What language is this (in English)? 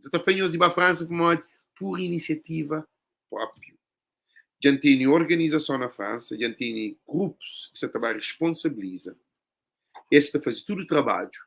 Kabuverdianu